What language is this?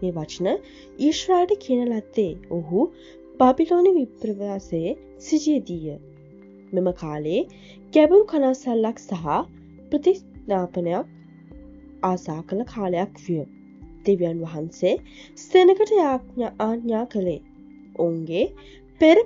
Sinhala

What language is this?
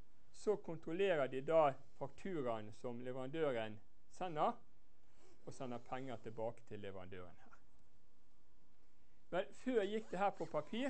Norwegian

